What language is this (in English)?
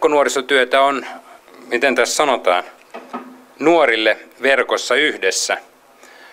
Finnish